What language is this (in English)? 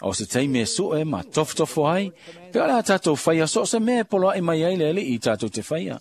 Samoan